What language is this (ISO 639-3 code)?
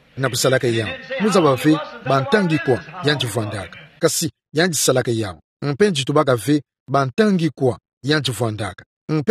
ktu